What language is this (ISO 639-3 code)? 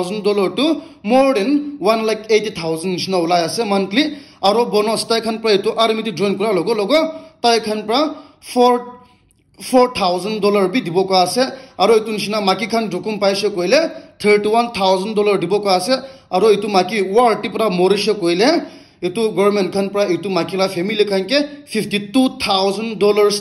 nag